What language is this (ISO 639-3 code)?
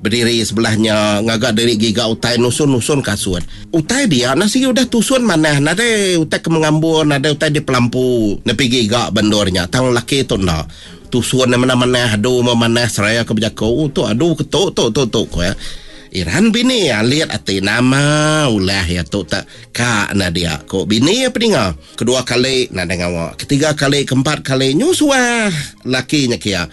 iba